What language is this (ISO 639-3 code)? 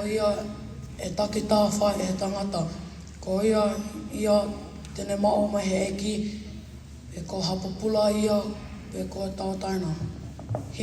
ton